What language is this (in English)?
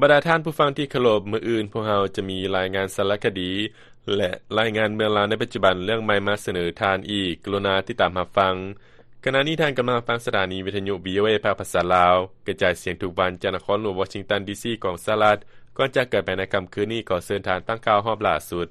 Lao